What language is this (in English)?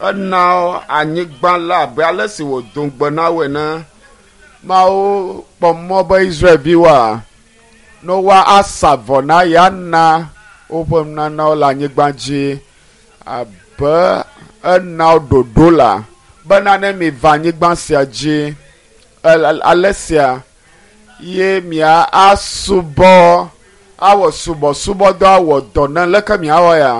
Ewe